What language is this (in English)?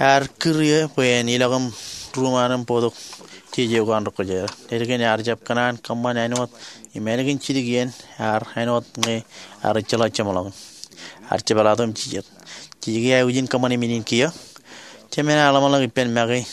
Marshallese